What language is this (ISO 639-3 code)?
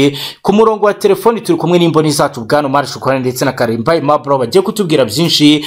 kin